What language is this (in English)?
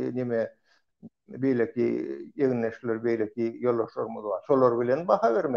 Turkmen